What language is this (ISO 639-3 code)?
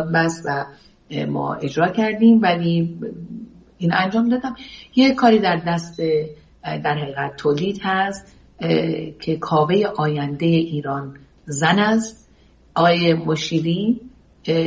fas